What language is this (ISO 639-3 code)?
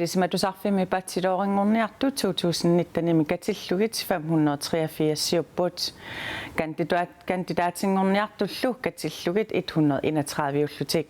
kal